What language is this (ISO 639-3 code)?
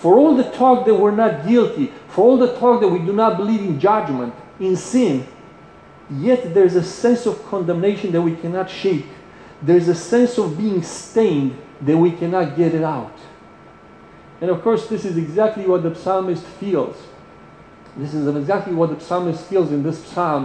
eng